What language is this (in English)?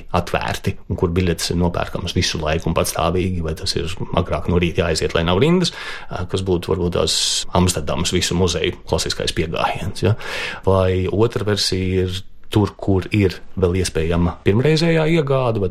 Latvian